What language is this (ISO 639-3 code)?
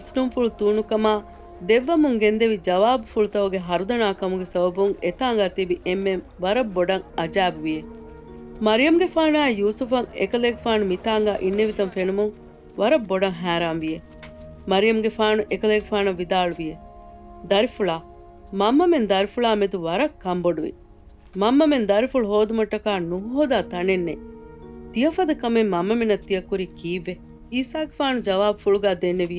div